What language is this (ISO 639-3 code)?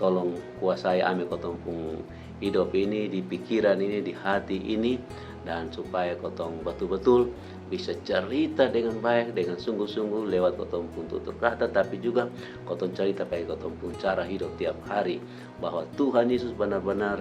mkn